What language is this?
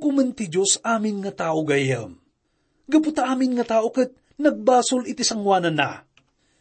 Iloko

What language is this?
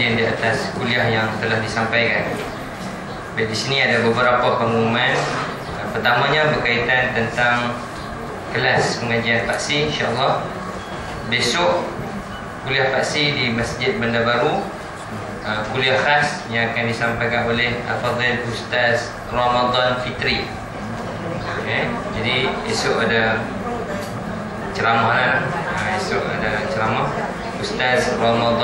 Malay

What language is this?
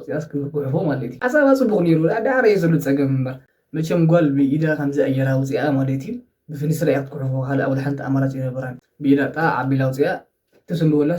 Tigrinya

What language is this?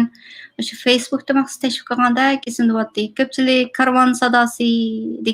Uyghur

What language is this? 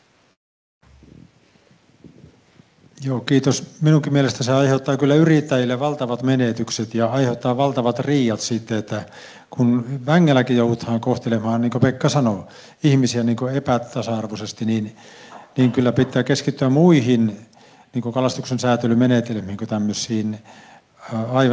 Finnish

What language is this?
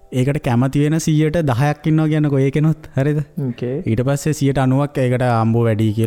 Sinhala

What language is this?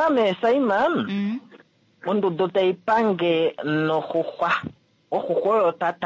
Kuanyama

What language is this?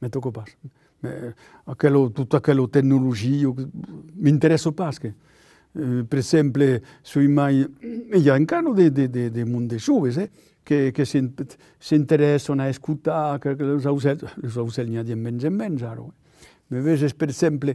Occitan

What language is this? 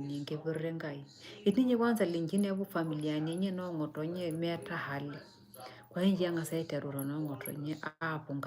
Masai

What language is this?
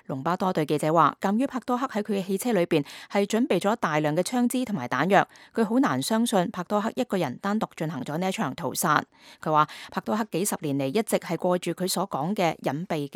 Cantonese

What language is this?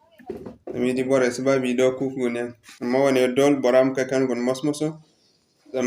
Zarma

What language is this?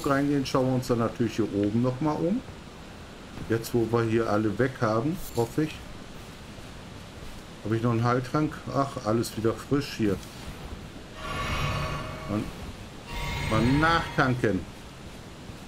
German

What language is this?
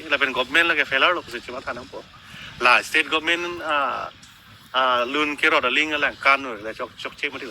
Karbi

